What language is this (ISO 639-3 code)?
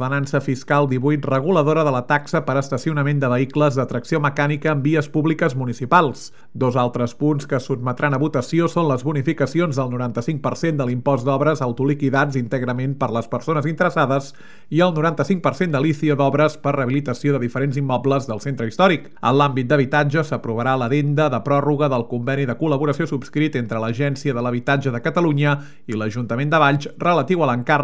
cat